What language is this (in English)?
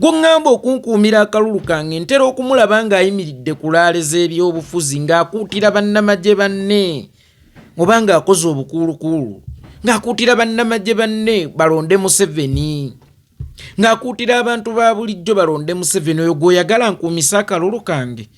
Ganda